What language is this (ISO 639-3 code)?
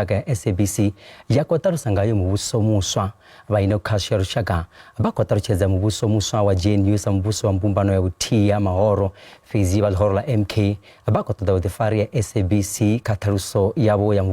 ven